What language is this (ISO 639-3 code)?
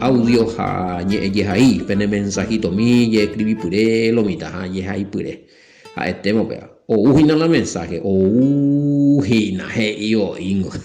grn